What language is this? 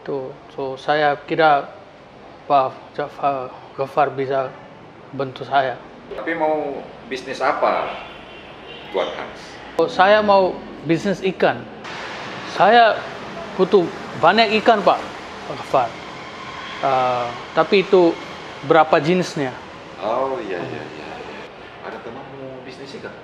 Makassar Malay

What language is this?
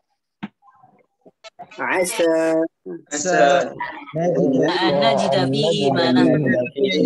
Arabic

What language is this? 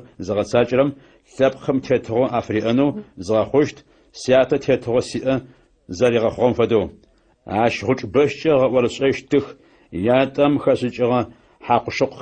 Adyghe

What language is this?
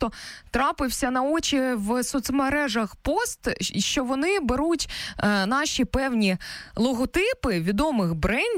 Ukrainian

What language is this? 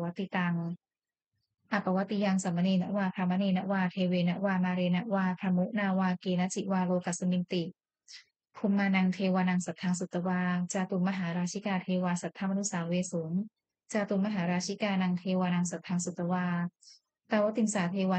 Pali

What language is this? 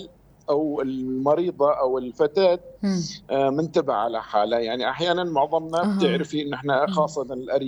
North Levantine Arabic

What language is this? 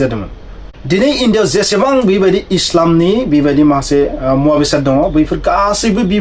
Bodo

